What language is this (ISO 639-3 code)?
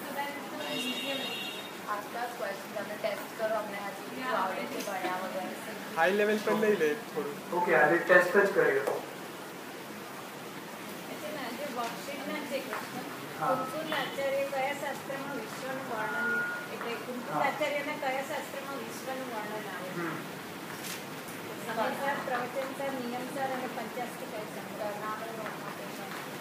guj